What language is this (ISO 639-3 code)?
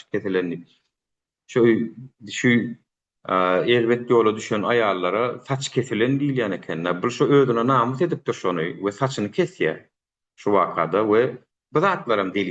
tuk